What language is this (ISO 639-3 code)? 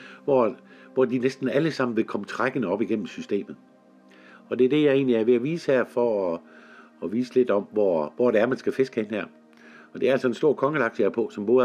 dan